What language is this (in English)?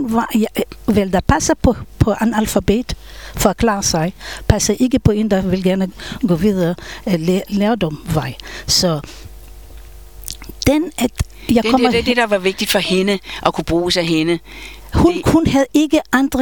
Danish